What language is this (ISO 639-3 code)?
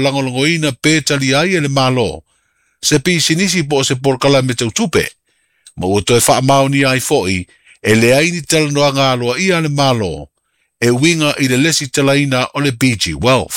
smo